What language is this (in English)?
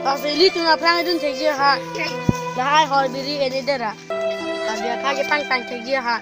Karbi